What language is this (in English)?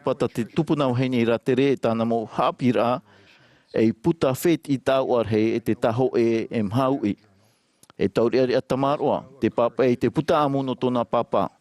Tahitian